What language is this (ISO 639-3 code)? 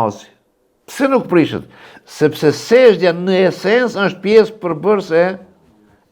sqi